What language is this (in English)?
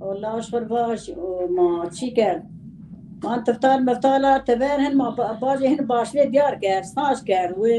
Zaza